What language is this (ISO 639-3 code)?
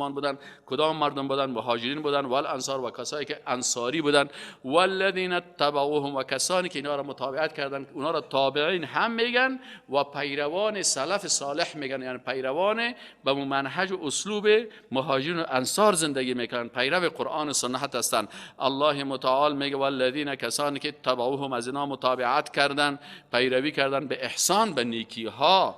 fas